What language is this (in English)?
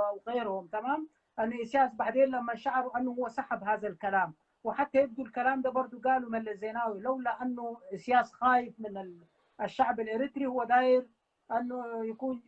Sudanese Arabic